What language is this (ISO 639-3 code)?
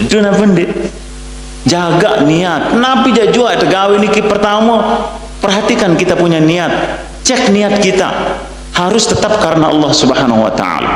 sas